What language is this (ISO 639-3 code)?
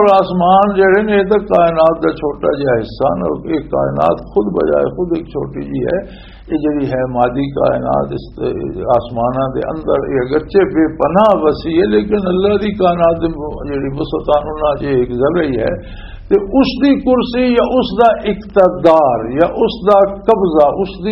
lah